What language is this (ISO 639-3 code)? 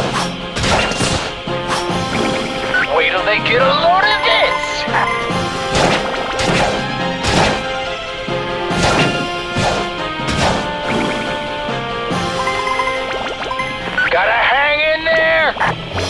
eng